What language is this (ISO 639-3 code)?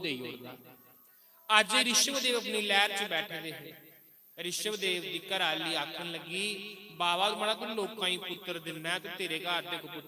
doi